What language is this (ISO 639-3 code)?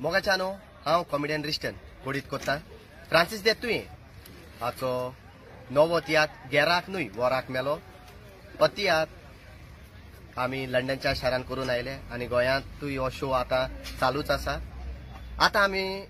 kok